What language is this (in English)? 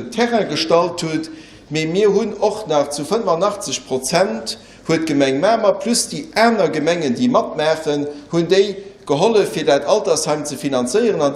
Luxembourgish